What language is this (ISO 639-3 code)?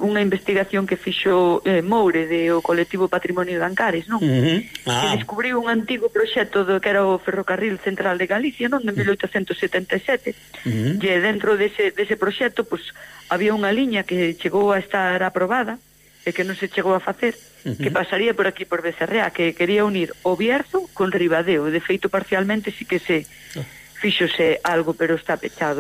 glg